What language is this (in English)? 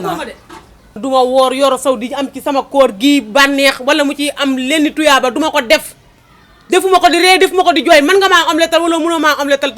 Wolof